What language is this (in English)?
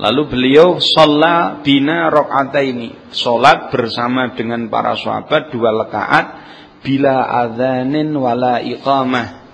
Javanese